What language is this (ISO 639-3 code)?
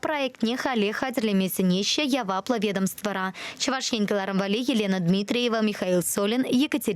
chv